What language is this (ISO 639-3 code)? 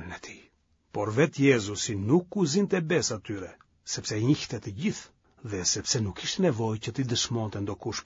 sqi